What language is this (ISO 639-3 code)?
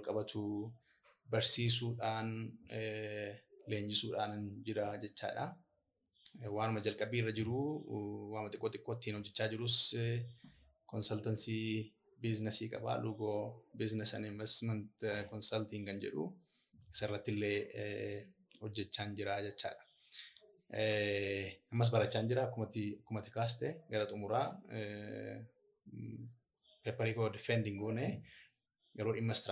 orm